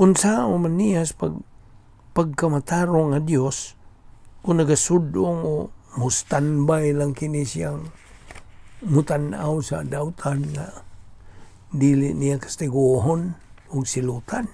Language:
Cebuano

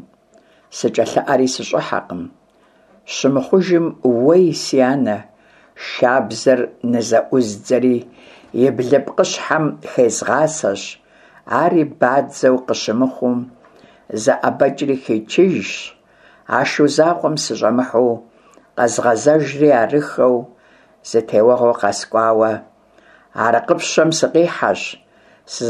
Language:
Kabardian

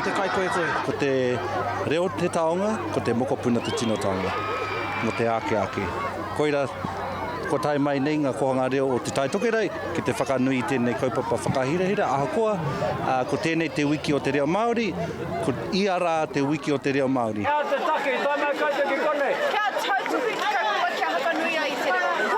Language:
Māori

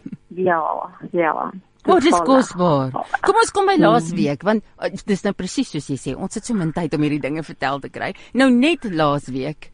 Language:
Afrikaans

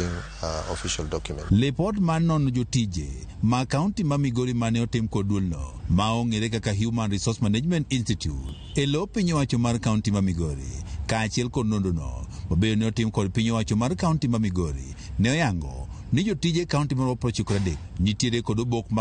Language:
Luo (Kenya and Tanzania)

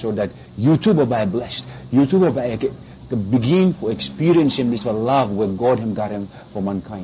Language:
Bislama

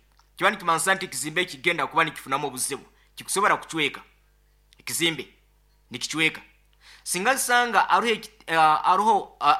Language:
Nyoro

